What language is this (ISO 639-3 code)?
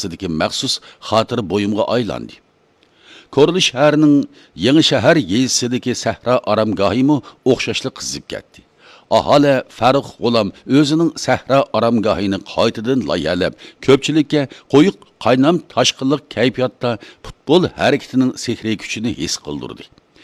uig